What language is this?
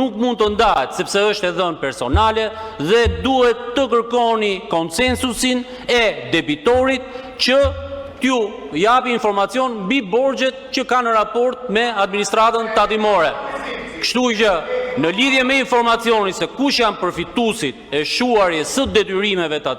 Albanian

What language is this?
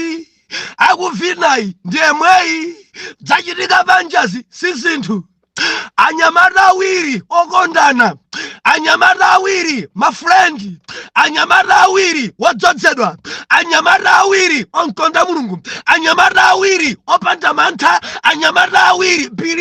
Nyanja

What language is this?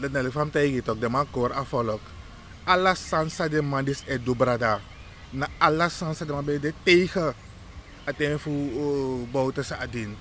Sranan Tongo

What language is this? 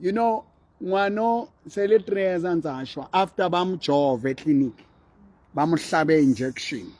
Southern Sotho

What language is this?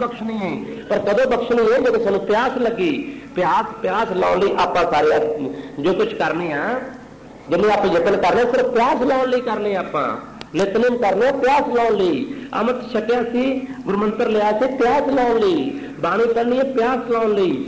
Punjabi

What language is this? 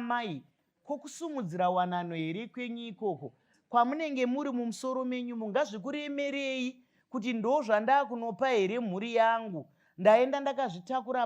Shona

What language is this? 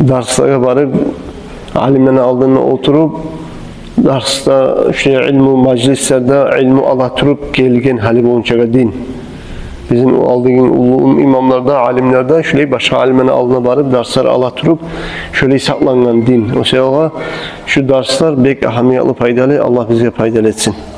Kumyk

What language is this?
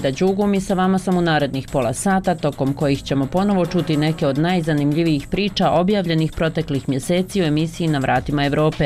Bosnian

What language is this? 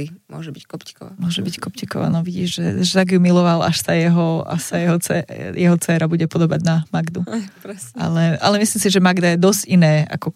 Slovak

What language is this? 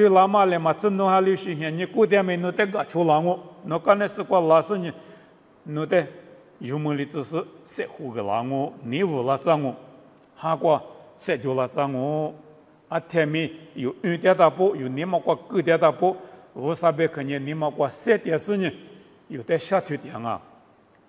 Lisu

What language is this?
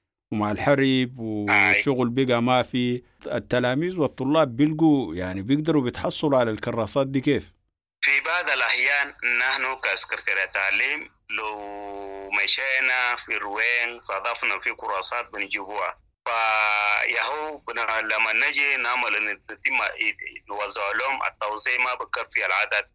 Sudanese Arabic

